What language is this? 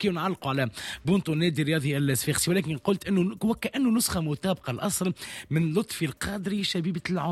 Tunisian Arabic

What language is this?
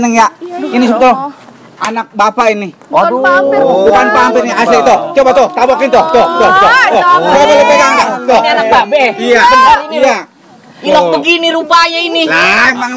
Betawi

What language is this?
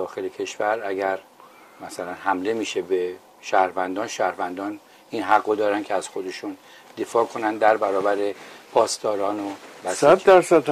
Persian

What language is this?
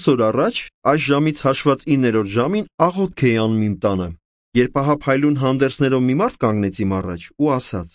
Armenian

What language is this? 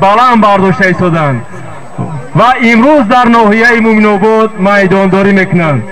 Tajik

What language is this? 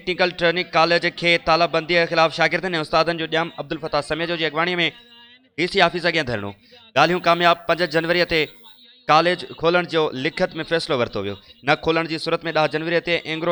Sindhi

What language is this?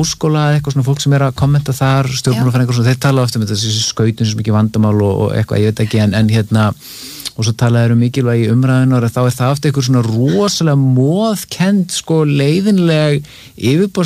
Icelandic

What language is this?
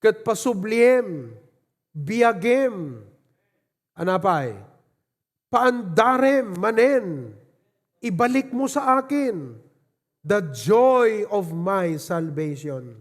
Iloko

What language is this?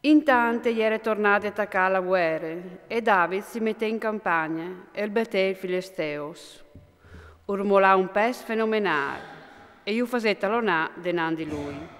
Friulian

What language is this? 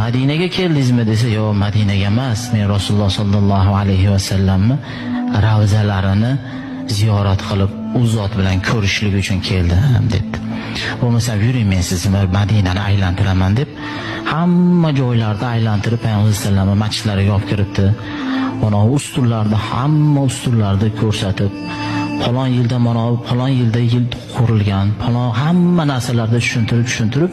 Uzbek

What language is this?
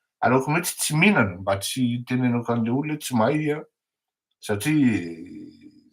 Malagasy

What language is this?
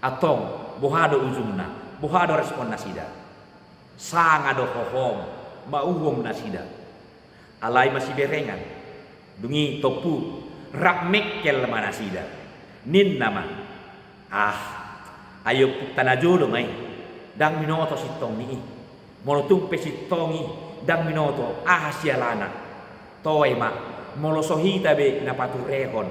Batak Toba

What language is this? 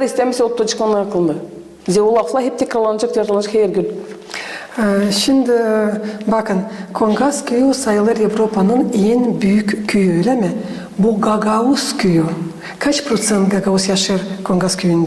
Gagauz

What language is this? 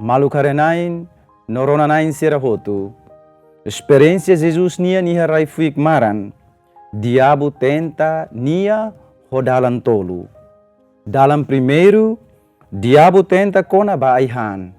Tetum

